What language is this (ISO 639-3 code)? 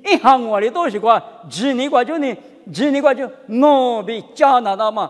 lis